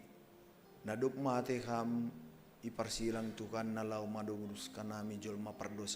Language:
Batak Simalungun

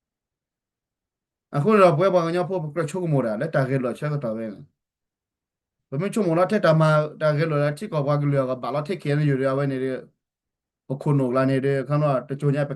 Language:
S'gaw Karen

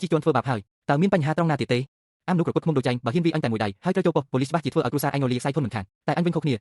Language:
Khmer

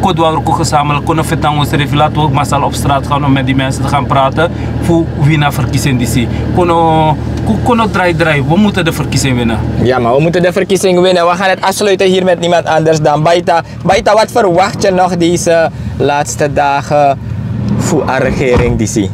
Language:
Sranan Tongo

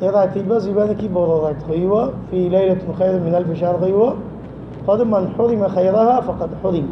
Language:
Rohingya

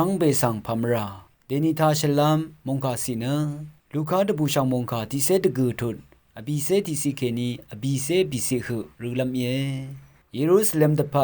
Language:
Rawang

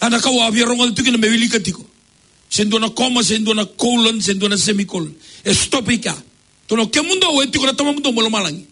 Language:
Fijian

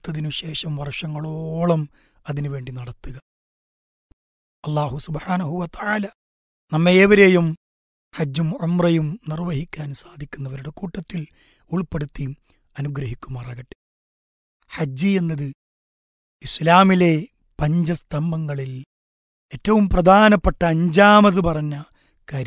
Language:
Malayalam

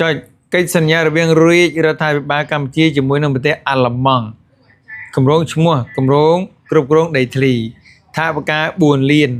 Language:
Khmer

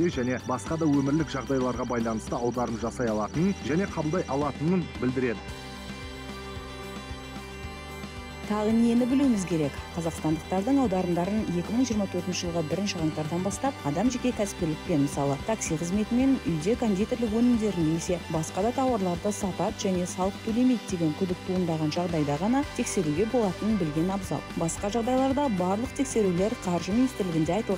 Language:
Kazakh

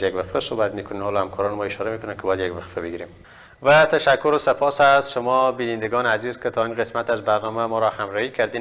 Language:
Persian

